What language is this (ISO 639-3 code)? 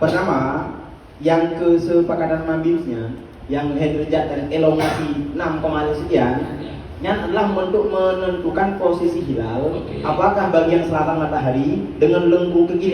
ace